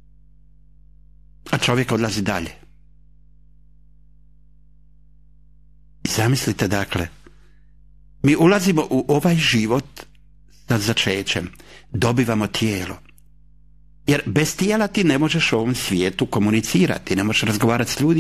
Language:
Croatian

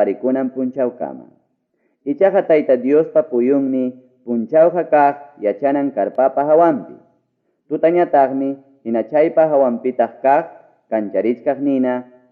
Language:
Ayacucho Quechua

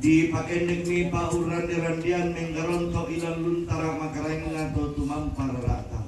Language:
Toraja-Sa'dan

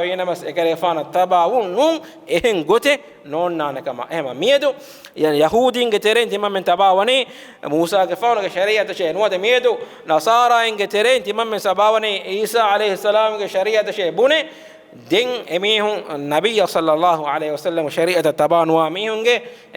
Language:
Divehi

